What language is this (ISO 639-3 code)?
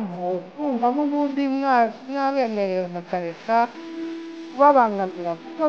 kin